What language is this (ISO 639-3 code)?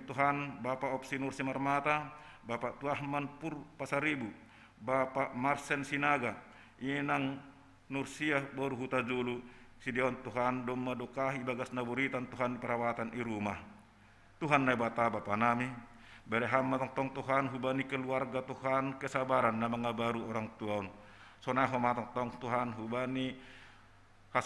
bts